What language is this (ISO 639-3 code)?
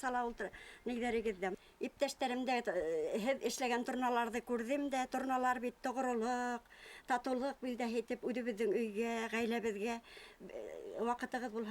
bak